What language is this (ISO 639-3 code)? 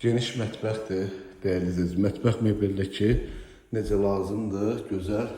aze